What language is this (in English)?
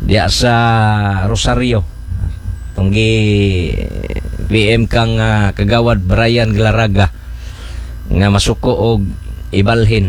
Cebuano